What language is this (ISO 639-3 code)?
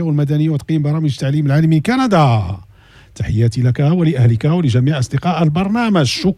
ary